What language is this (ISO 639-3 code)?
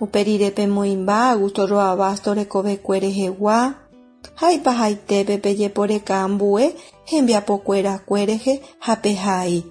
grn